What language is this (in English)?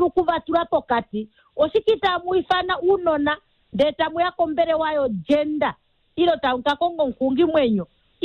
Kuanyama